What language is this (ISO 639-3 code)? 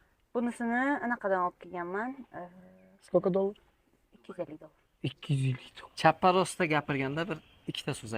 uzb